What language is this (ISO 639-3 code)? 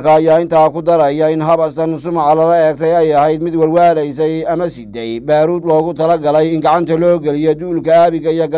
som